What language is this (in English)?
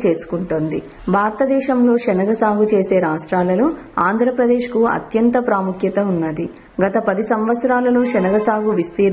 Telugu